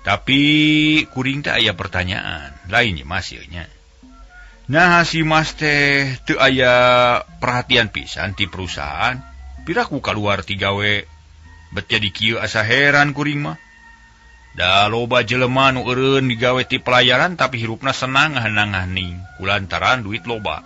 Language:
Sundanese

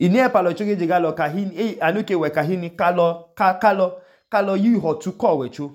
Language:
Idoma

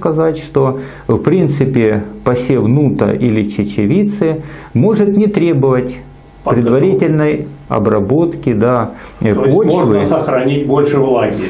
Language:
Russian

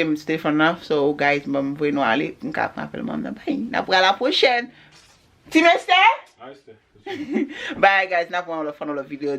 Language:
Haitian Creole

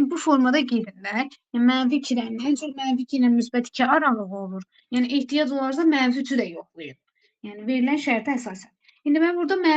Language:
Azerbaijani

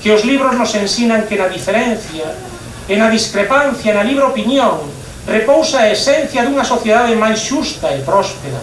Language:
Galician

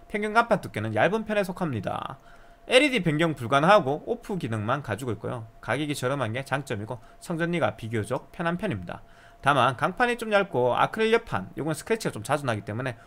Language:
Korean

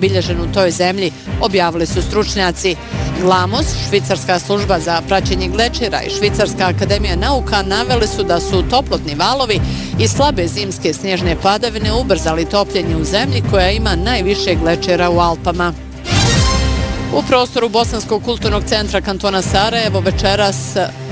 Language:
Bosnian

